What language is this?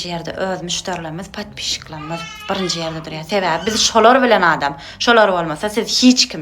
Turkmen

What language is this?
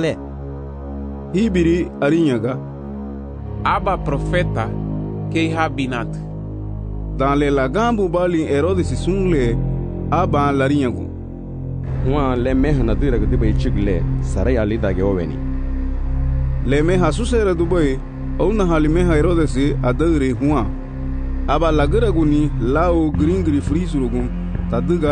Garifuna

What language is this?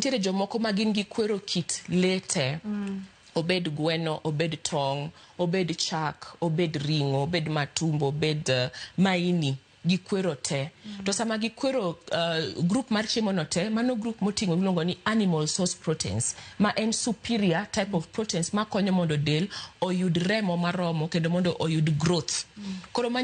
Luo (Kenya and Tanzania)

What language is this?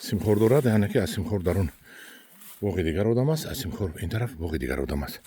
Tajik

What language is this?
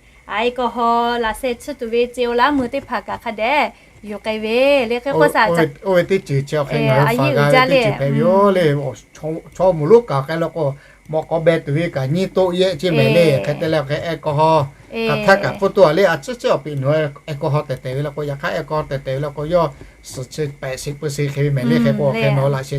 Lahu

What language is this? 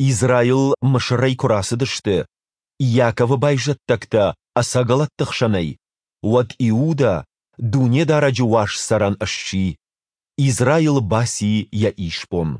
Ossetic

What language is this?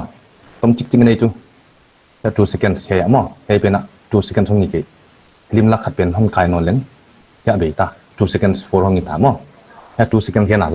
Paite Chin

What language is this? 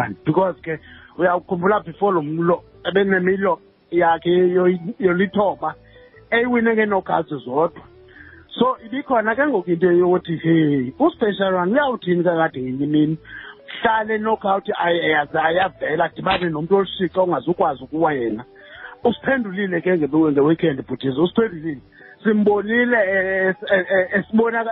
Xhosa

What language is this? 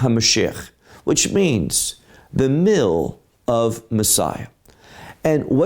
English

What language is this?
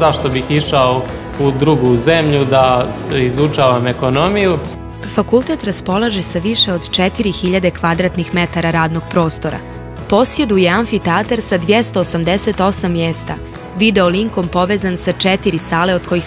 Bosnian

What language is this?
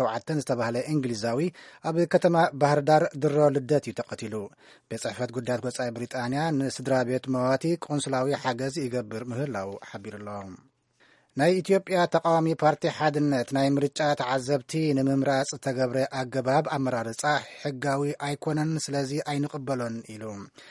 Tigrinya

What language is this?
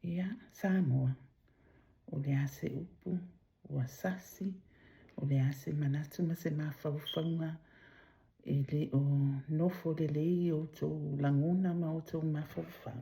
Samoan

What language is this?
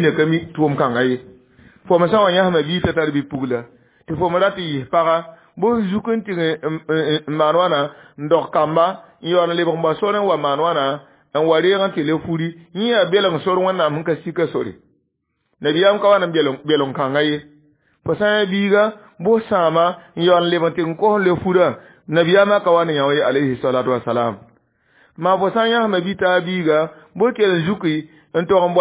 Mossi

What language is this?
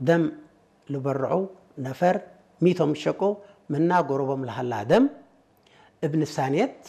Tigre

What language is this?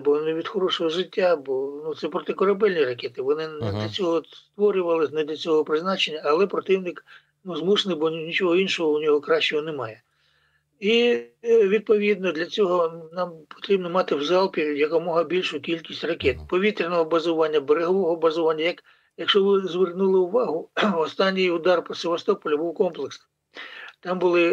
Ukrainian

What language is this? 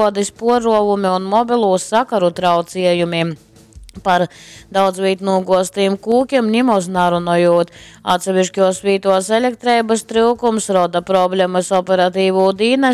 Latgalian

